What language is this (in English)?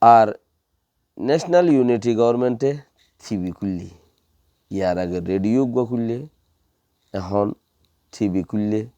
Rohingya